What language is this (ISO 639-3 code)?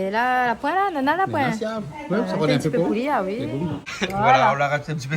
rcf